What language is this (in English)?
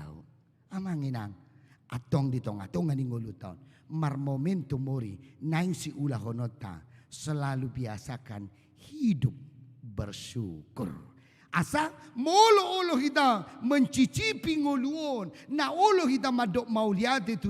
Batak Toba